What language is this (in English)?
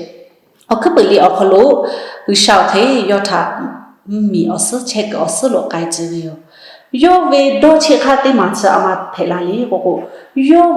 Lahu